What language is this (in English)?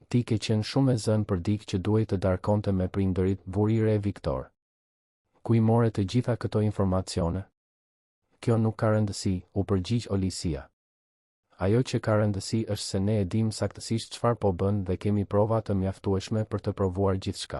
Albanian